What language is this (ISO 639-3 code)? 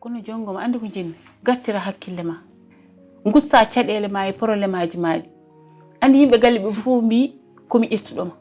ful